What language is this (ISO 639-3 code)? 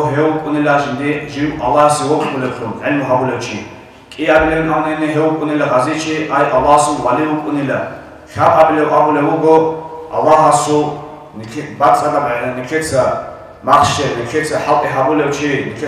ava